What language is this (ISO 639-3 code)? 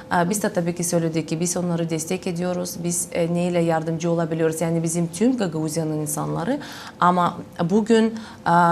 gag